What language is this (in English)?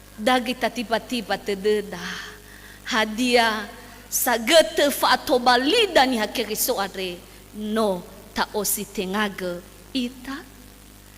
Nias